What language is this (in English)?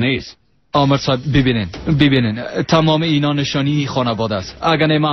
Persian